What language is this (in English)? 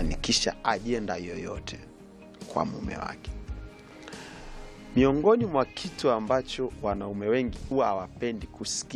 Swahili